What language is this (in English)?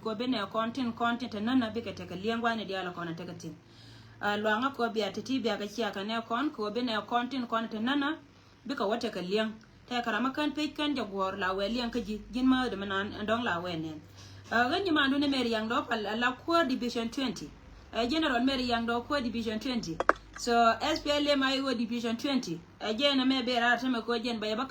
Nuer